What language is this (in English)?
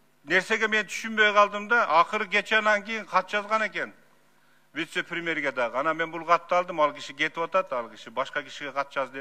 Kyrgyz